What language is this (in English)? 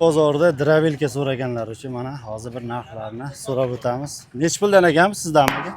Uzbek